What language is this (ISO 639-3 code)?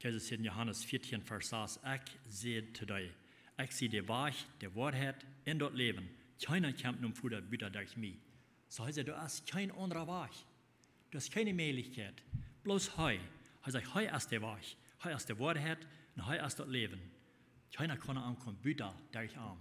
pdt